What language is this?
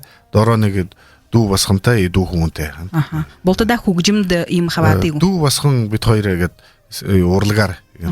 Buriat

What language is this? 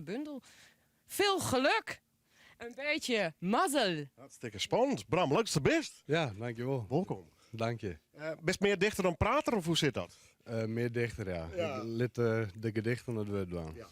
Western Frisian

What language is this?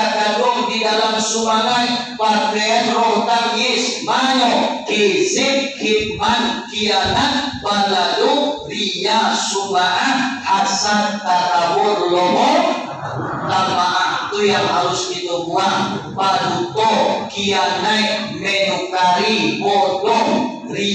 Minangkabau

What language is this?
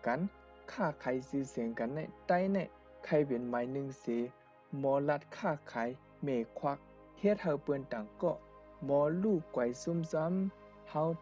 Shan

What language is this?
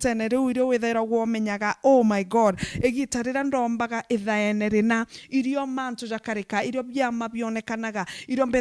Meru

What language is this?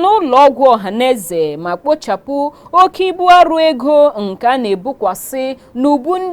Igbo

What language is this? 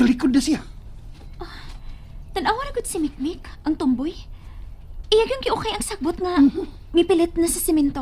Cebuano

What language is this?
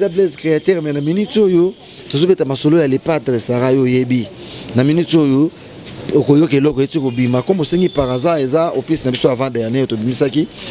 Lingala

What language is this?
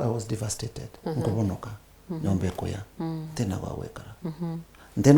Meru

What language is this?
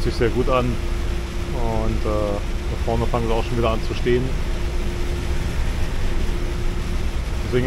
German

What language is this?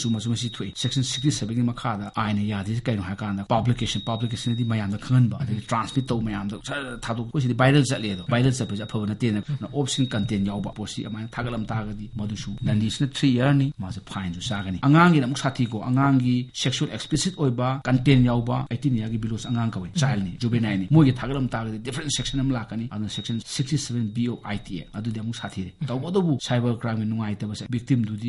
Manipuri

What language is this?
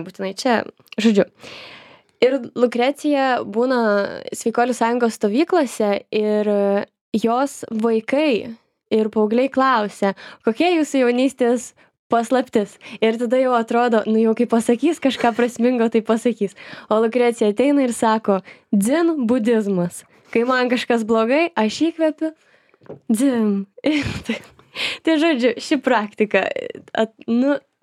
Lithuanian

